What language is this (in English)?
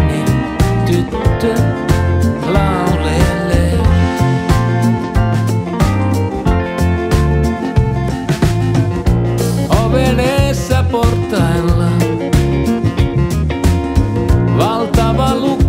Finnish